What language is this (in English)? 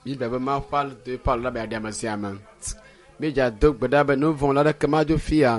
Ewe